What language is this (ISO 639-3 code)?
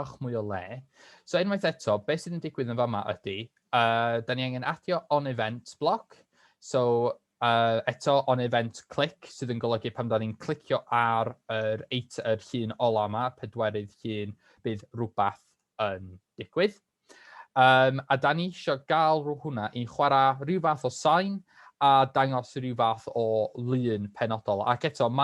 cym